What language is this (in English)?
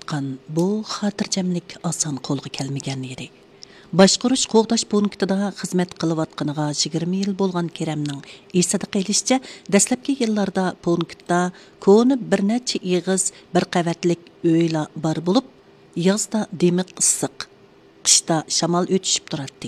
Uyghur